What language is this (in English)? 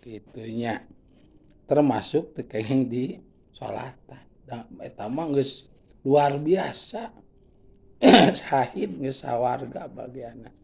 Sundanese